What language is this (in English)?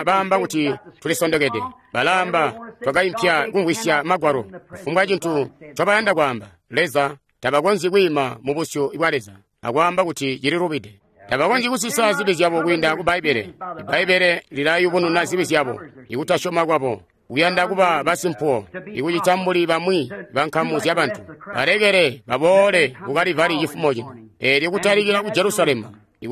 Tonga (Zambia)